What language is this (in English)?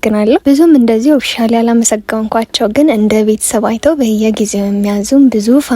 Amharic